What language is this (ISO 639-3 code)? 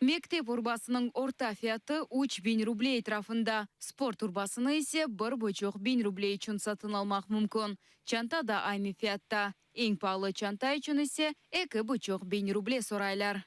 crh